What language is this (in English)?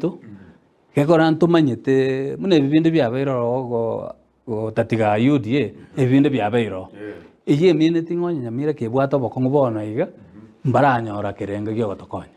Gusii